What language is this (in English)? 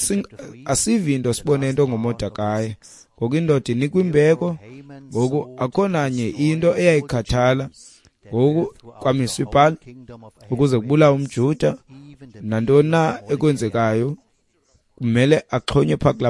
Xhosa